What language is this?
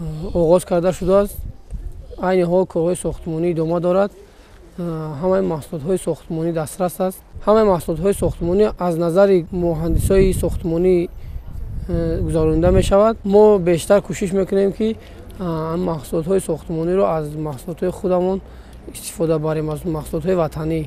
Tajik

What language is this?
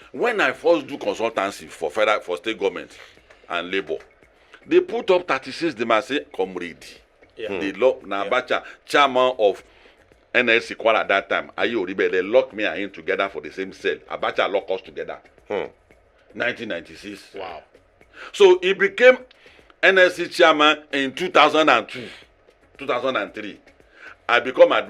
Nigerian Pidgin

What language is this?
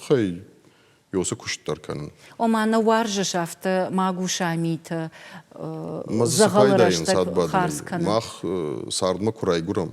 Ossetic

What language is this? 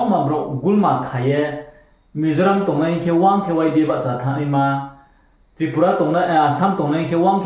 Riang (India)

